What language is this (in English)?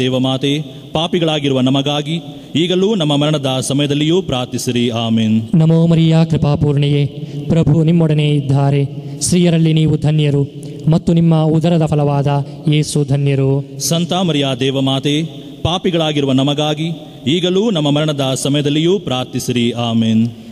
Kannada